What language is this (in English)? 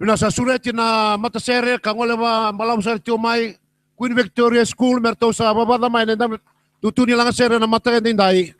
Fijian